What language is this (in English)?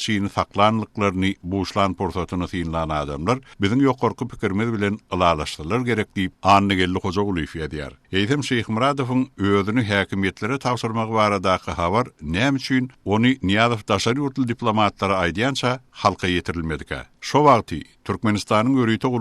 Turkmen